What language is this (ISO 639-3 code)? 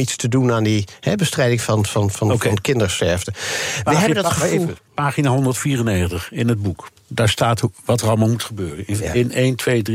nld